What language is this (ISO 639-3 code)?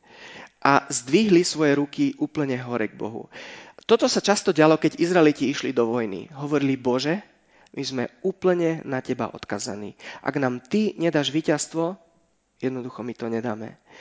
slk